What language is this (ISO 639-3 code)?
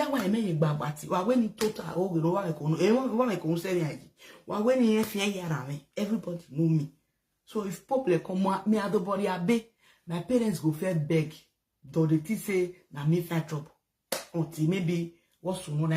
pcm